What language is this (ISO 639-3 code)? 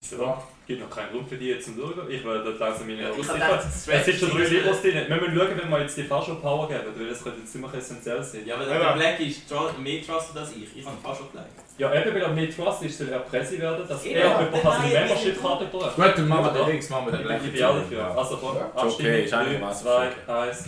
gsw